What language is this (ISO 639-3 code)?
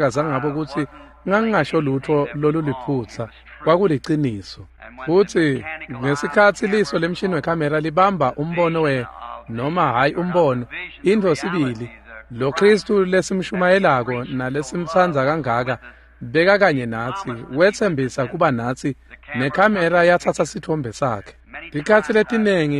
ssw